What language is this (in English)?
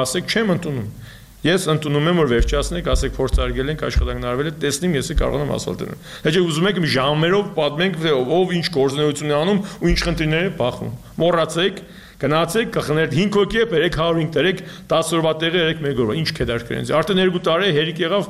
Armenian